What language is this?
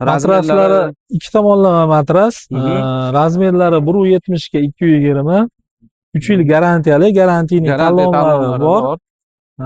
Uzbek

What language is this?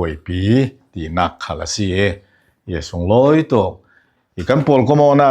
Falam Chin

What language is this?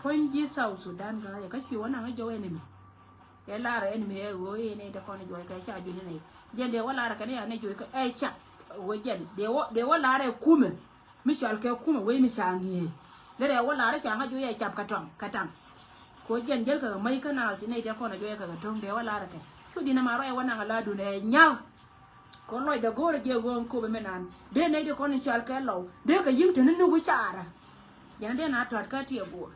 Nuer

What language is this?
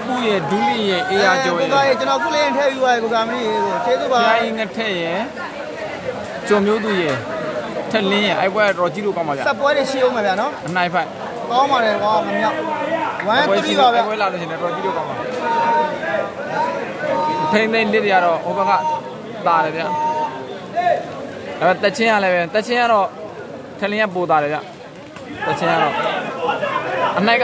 Burmese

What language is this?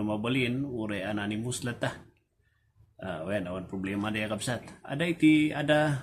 Iloko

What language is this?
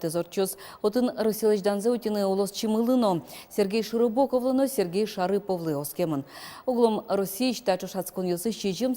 Udmurt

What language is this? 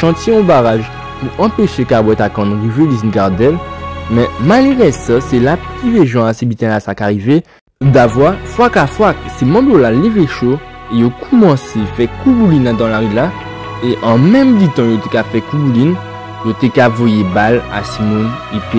Guadeloupean Creole French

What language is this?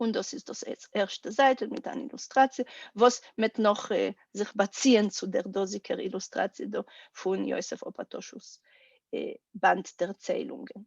Yiddish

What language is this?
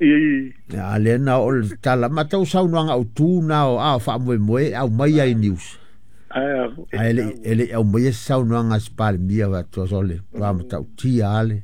Samoan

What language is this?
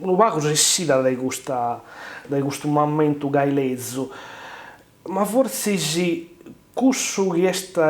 Sardinian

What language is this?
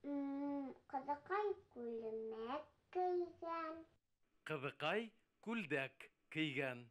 Bashkir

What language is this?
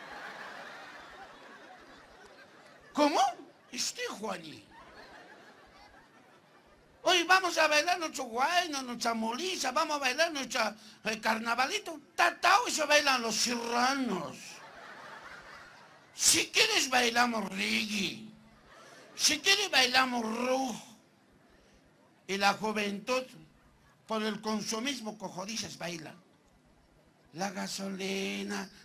Spanish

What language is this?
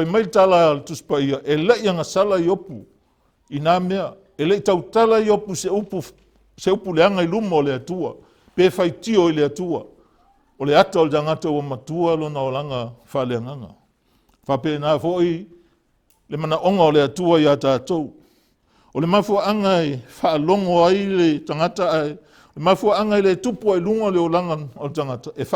Samoan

